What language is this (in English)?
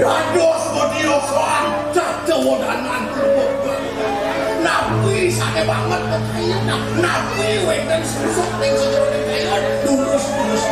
Balinese